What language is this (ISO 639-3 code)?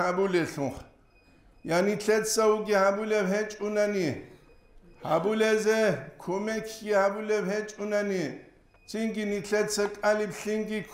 ava